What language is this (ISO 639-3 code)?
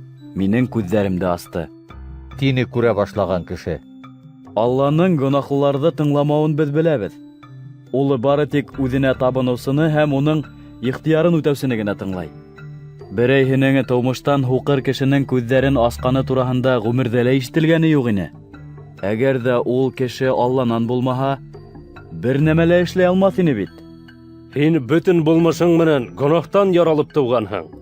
bak